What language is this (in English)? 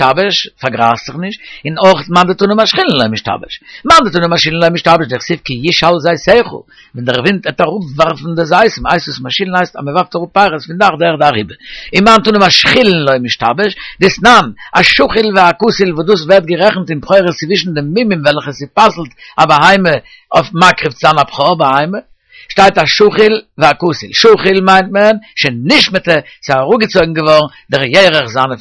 Yiddish